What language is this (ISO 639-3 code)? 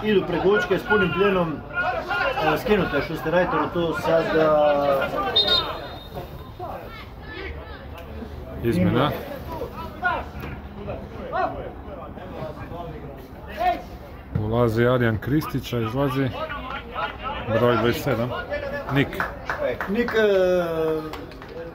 hrv